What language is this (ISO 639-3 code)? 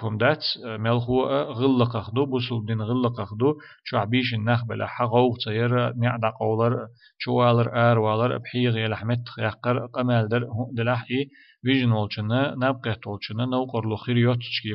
che